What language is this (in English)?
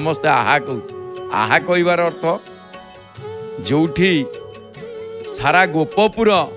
Odia